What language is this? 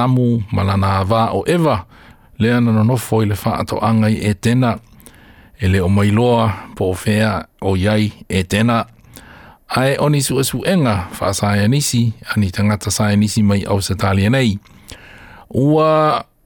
Samoan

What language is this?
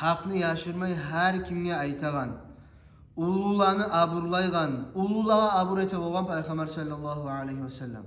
Kumyk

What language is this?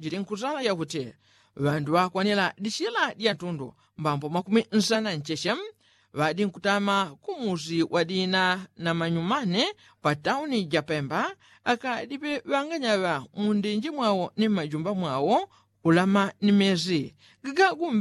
Yao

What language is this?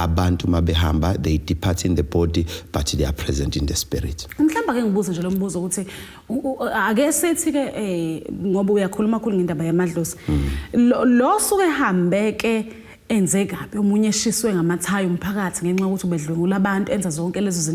Zulu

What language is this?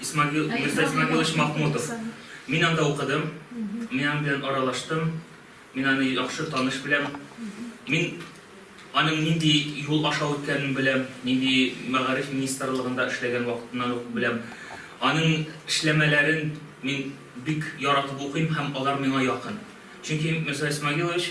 Tatar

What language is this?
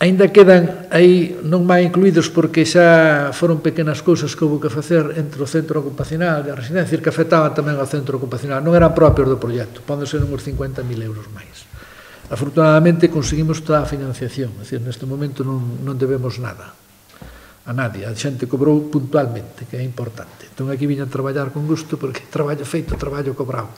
Galician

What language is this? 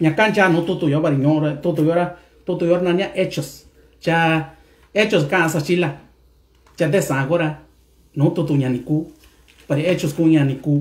Mixtepec Mixtec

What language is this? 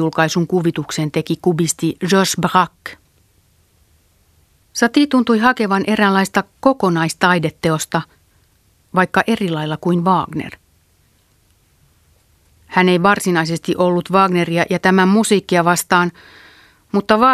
Finnish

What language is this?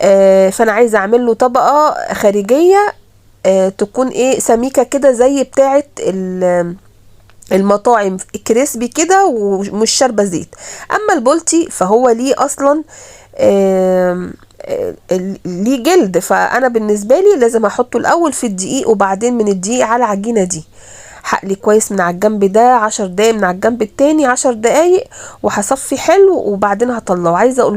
Egyptian Arabic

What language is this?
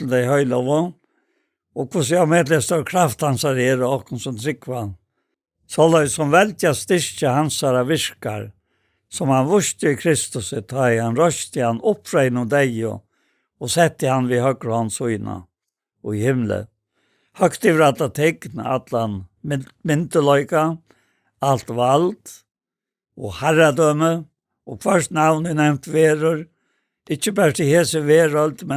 Faroese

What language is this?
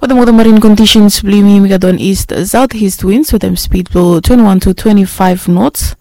Bislama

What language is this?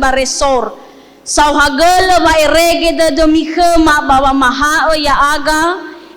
Nias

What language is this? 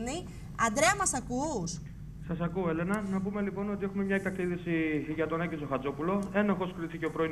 Greek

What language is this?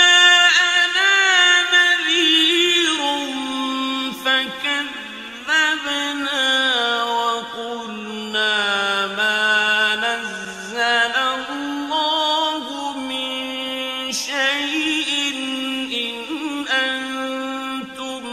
Arabic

